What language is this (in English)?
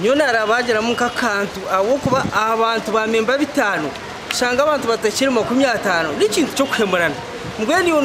Nyankole